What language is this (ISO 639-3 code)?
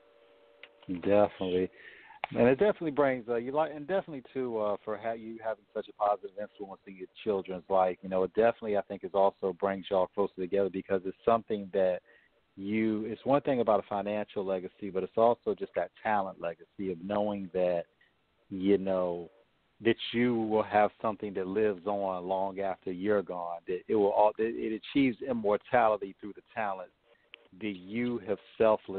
eng